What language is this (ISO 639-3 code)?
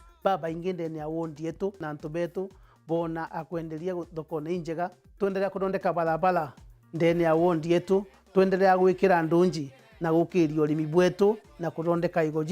mer